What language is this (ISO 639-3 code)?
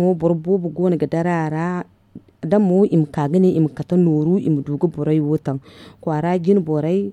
dje